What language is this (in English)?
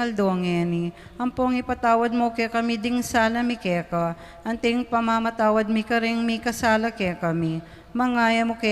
Pampanga